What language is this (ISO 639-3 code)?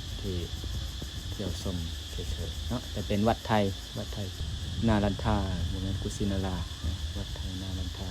lao